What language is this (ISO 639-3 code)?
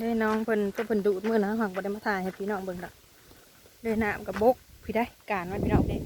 tts